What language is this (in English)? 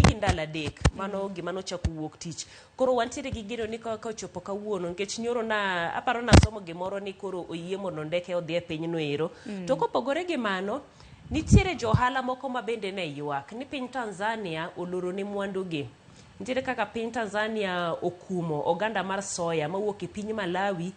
Luo (Kenya and Tanzania)